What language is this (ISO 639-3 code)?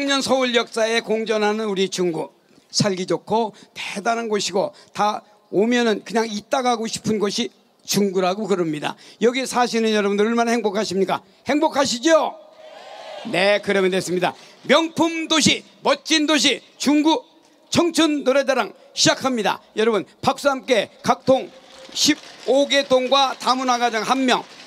kor